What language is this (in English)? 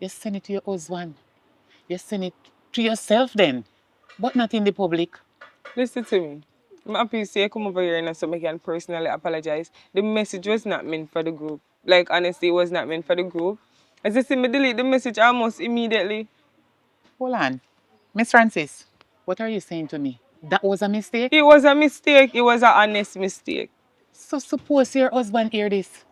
Jamaican Creole English